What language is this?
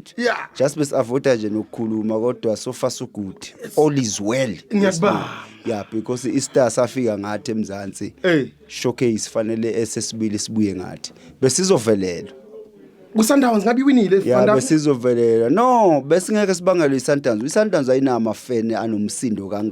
Zulu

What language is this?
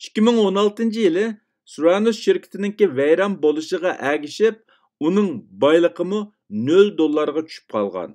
Uyghur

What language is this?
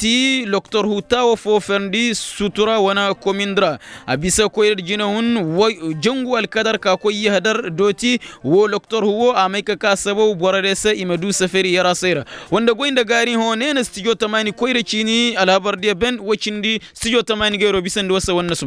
Koyraboro Senni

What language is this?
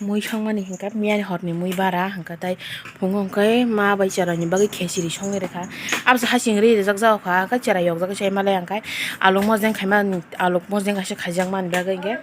Kok Borok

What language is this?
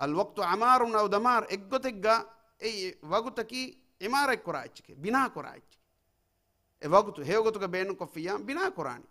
Divehi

